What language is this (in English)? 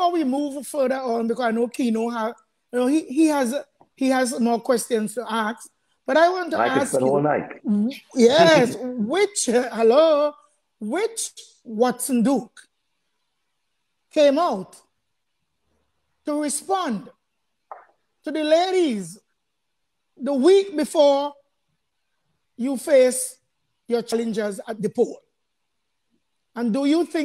English